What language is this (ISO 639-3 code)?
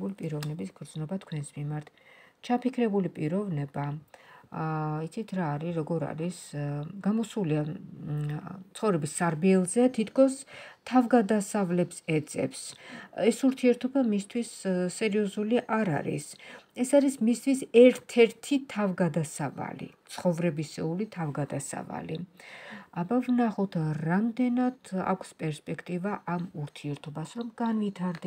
kat